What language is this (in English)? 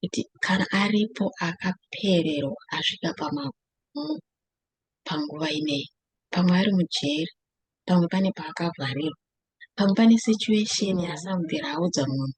Shona